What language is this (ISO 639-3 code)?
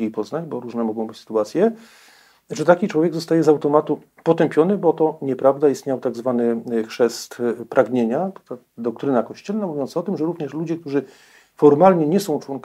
pol